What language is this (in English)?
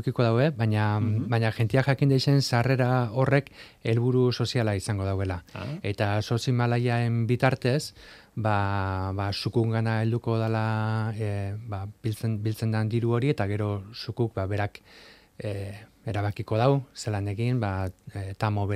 Basque